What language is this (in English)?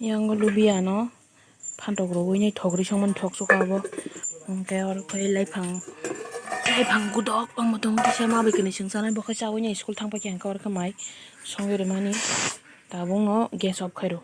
Kok Borok